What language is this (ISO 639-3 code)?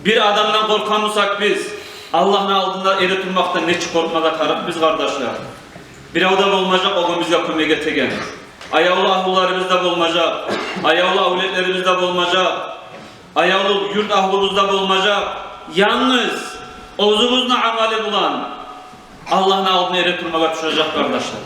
kum